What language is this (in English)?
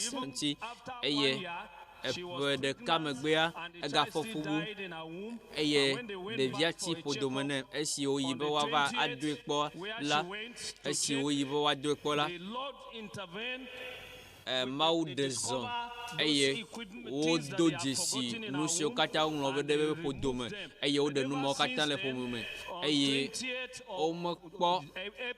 Ewe